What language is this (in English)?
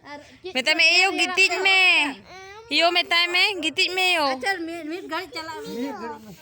Santali